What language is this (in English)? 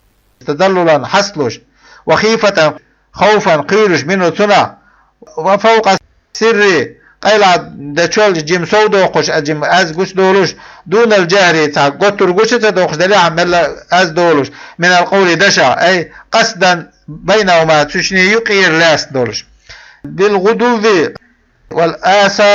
Chechen